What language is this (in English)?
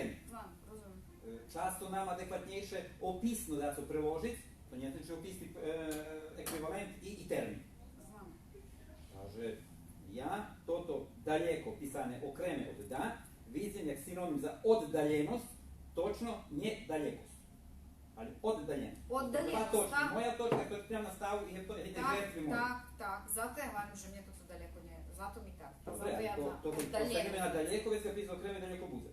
Rusyn